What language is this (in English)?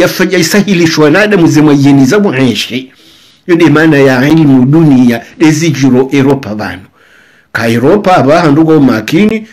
Swahili